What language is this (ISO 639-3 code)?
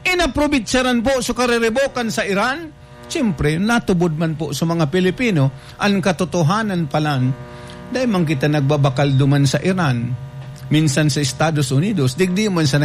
bik